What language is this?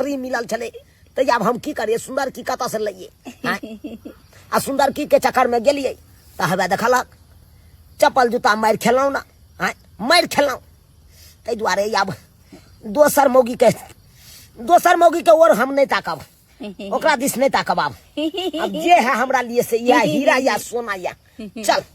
Maithili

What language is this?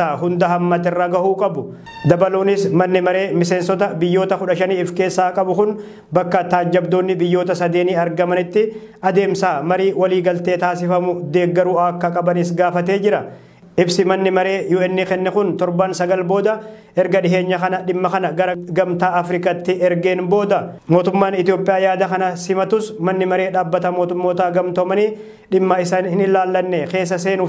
Oromo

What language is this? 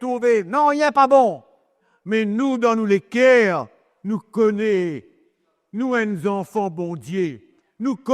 Morisyen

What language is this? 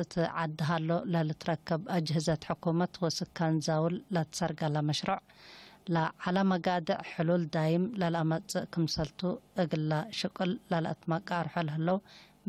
Tigre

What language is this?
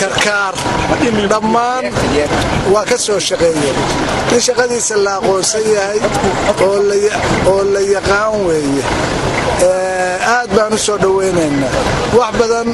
Somali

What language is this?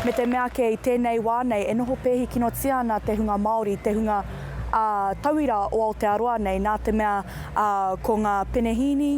Māori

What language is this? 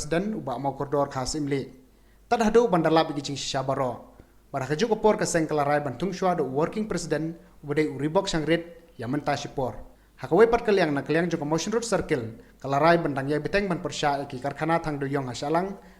Khasi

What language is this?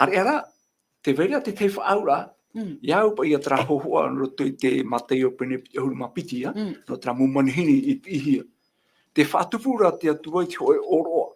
Tahitian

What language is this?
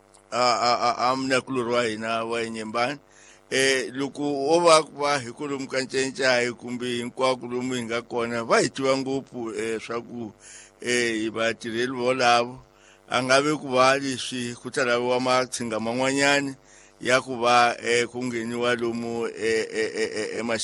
Tsonga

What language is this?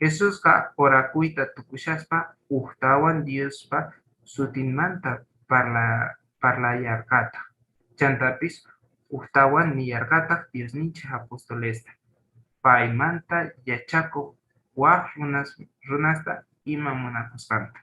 South Bolivian Quechua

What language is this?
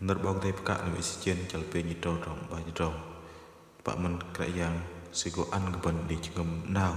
Bahnar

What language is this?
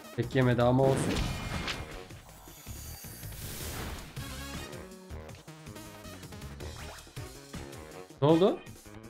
Turkish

